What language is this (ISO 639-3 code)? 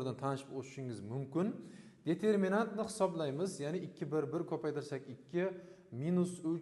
uzb